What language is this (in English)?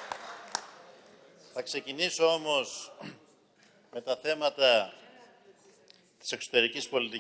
Greek